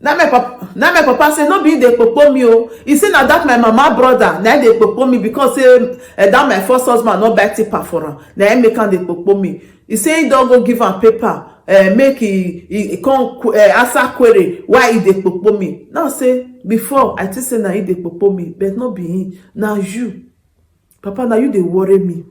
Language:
Nigerian Pidgin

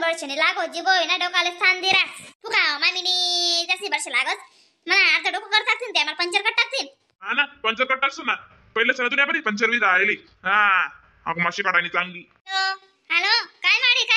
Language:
Khandesi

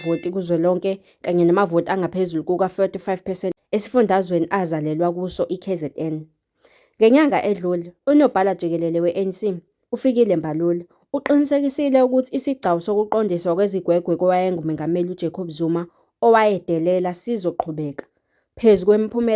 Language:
Zulu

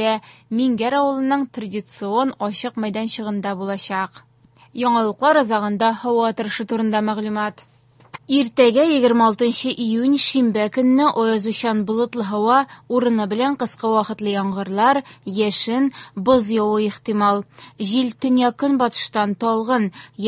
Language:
Tatar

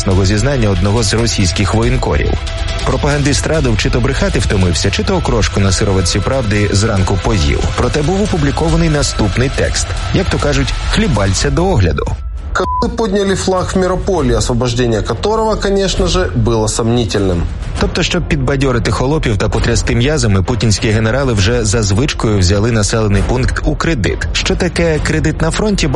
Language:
Ukrainian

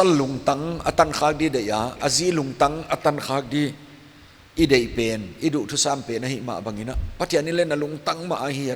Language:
Paite Chin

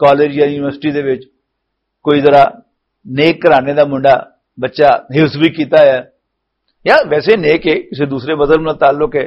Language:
Western Panjabi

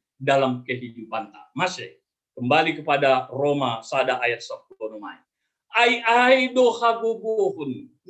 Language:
Batak Simalungun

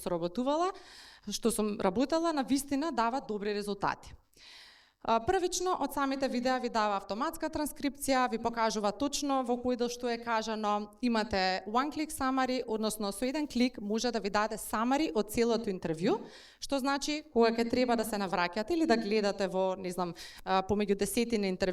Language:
Macedonian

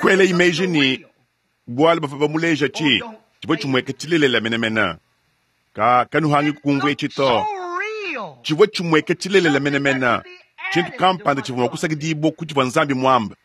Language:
Luba-Lulua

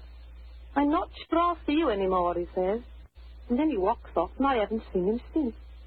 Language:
English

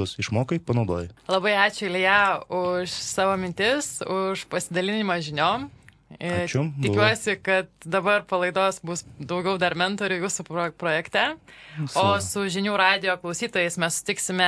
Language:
Lithuanian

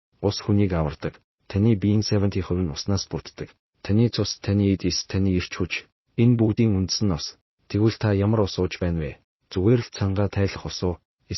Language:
Mongolian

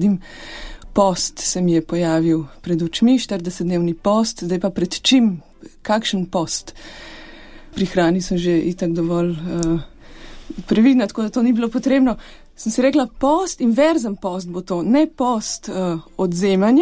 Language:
Slovenian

